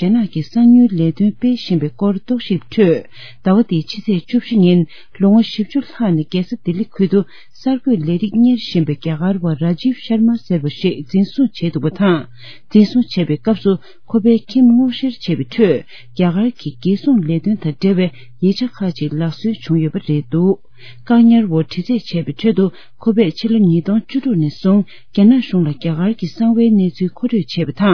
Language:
Tibetan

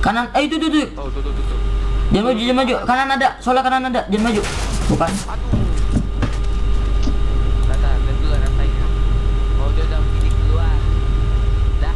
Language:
Indonesian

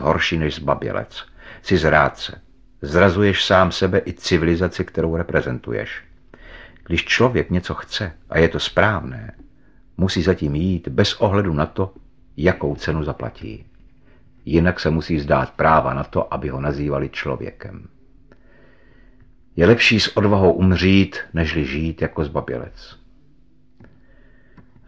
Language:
Czech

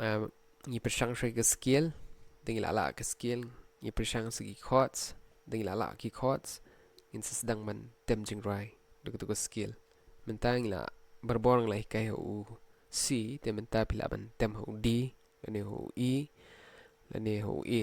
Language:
Khasi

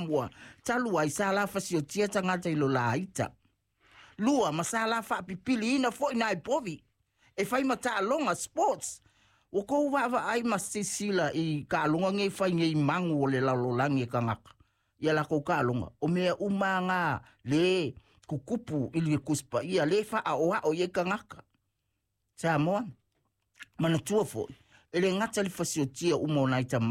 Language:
Samoan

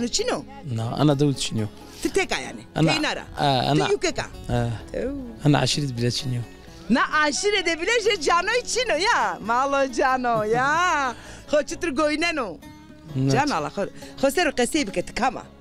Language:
Zaza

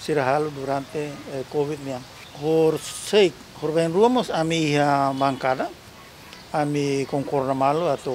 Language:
Tetum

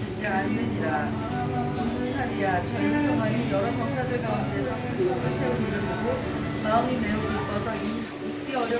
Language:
Korean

